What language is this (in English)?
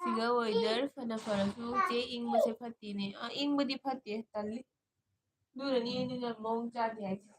Manipuri